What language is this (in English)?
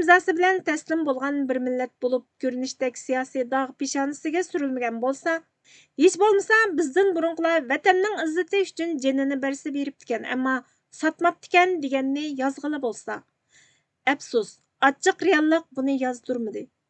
Uyghur